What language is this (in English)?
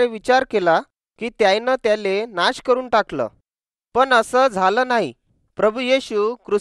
Marathi